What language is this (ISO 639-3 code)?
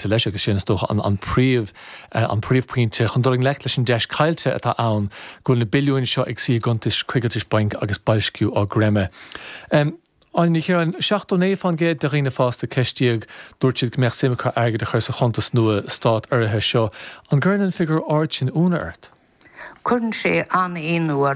gle